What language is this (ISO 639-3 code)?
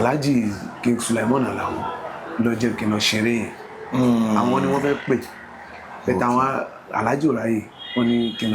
yor